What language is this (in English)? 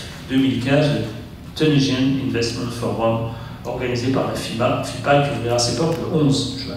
French